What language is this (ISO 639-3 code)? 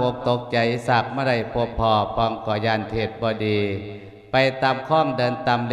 lao